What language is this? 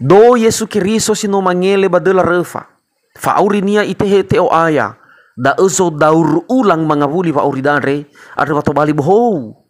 Nias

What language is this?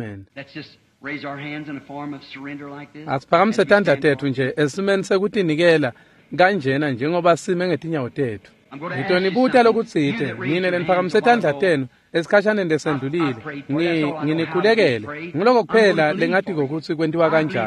Swati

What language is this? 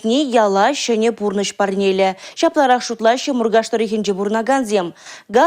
Chuvash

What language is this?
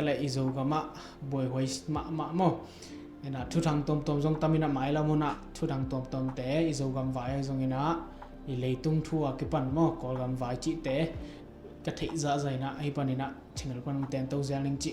Tedim Chin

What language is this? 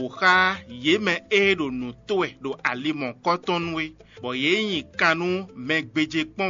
Fon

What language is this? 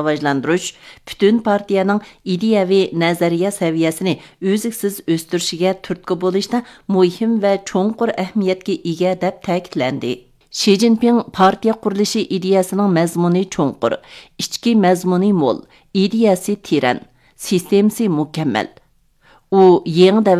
Uyghur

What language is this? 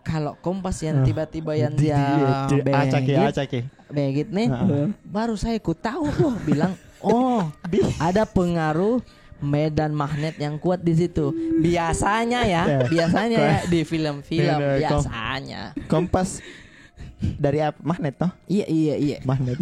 Makassar Malay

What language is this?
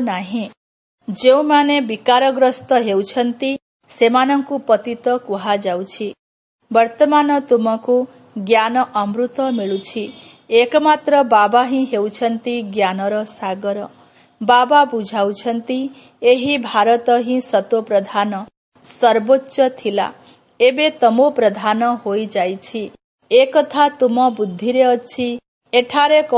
Odia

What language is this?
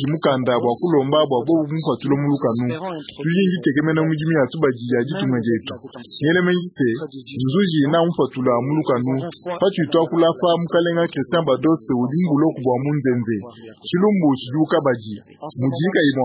Luba-Lulua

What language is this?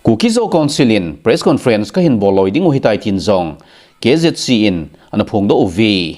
Thado Chin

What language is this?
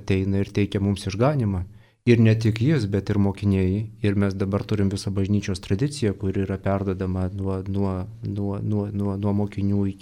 Lithuanian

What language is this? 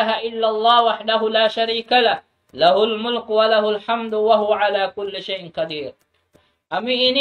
Tausug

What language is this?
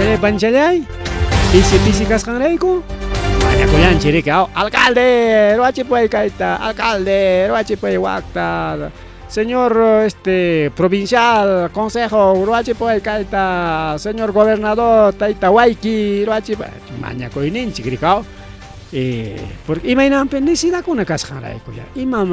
Ayacucho Quechua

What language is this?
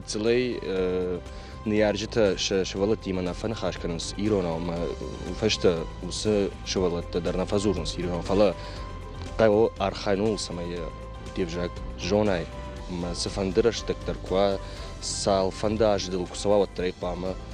Ossetic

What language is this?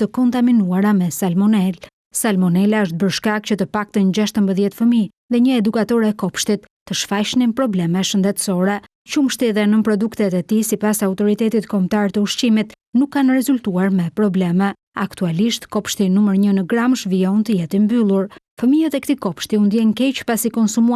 Albanian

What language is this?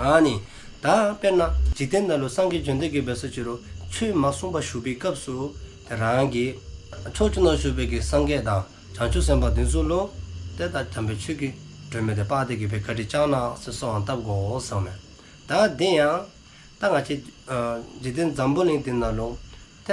Dzongkha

